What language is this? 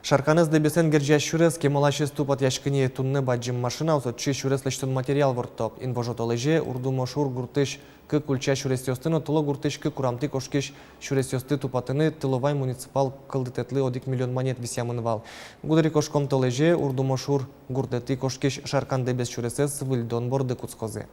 Udmurt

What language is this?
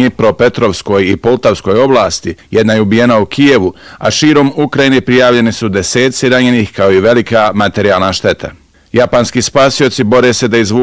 Bosnian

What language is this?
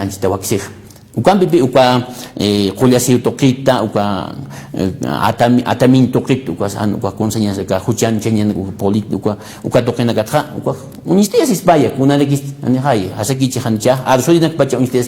Aymara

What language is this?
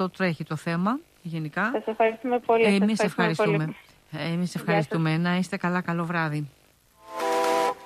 Greek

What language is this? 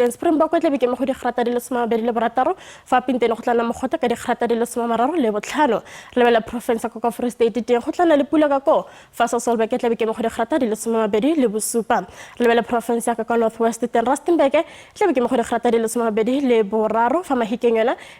Tswana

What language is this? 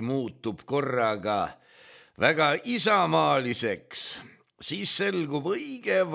Estonian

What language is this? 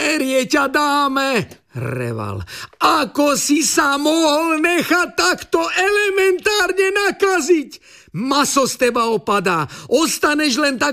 Slovak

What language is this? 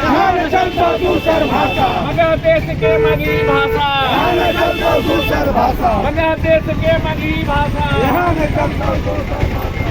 Magahi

